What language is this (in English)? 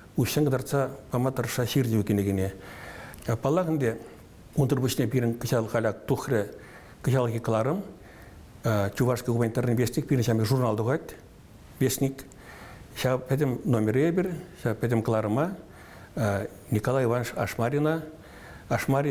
Chuvash